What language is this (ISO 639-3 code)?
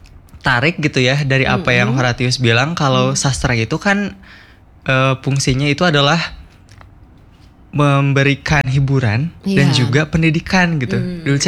ind